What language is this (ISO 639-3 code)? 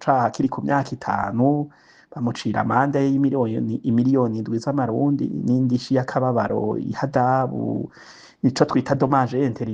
run